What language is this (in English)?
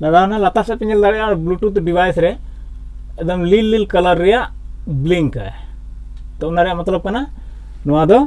Santali